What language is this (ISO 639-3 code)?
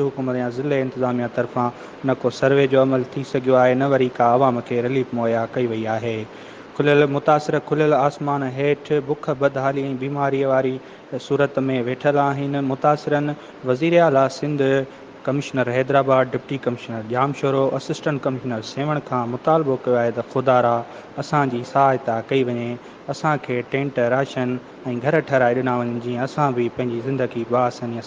snd